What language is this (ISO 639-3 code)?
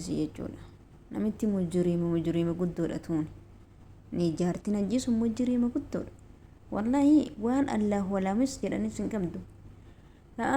orm